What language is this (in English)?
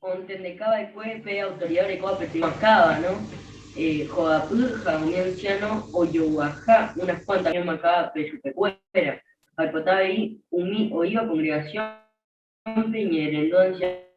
Guarani